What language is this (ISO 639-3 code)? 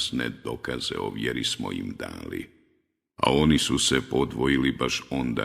bos